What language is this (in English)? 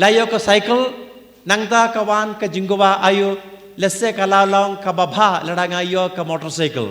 Khasi